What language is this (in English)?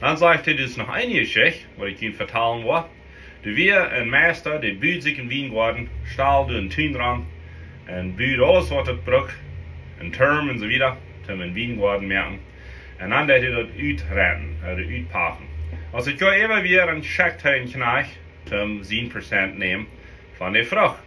Plautdietsch